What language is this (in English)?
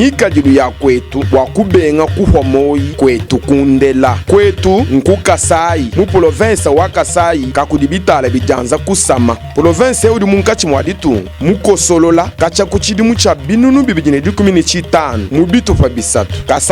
Luba-Lulua